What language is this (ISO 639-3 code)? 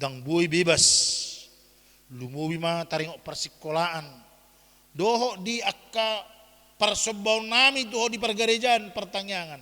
bbc